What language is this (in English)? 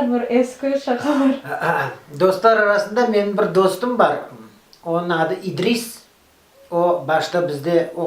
Crimean Tatar